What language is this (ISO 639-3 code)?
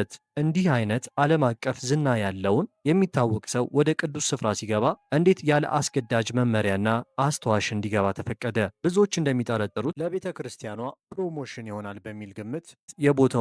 amh